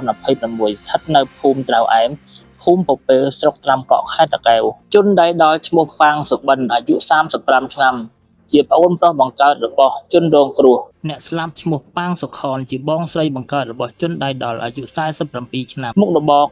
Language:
Khmer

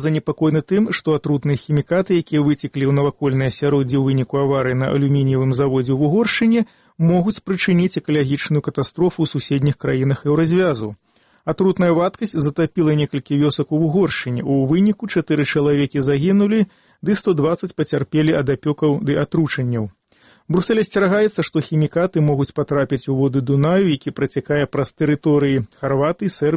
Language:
Belarusian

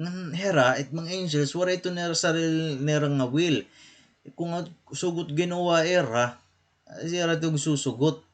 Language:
Waray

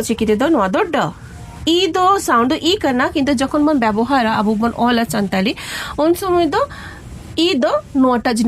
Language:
Santali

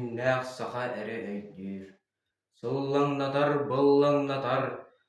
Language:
Yakut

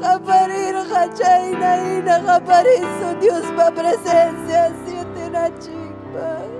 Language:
Ayacucho Quechua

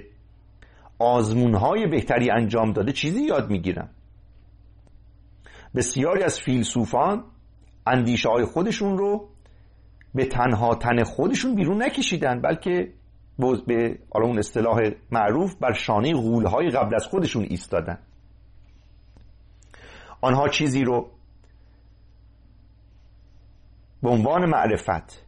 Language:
Persian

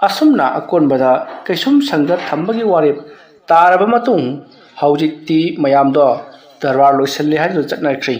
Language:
Manipuri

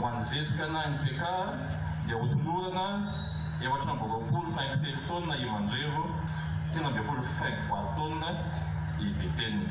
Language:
Malagasy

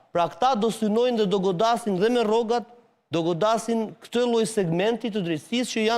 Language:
Albanian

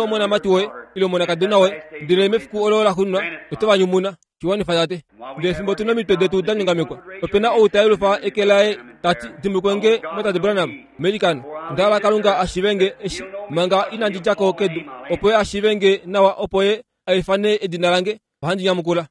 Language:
Kuanyama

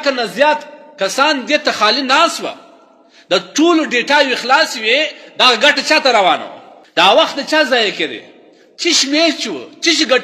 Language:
Pashto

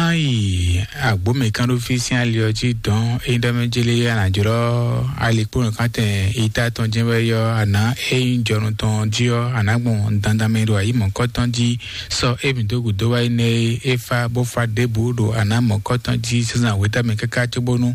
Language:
Fon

